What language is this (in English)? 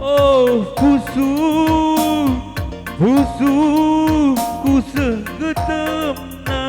Batak Karo